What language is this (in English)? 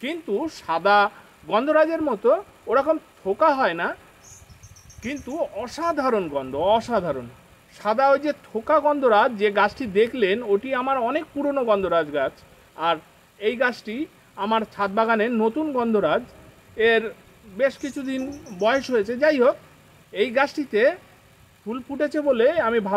Bangla